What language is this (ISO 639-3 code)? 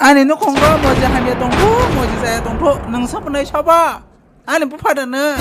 trp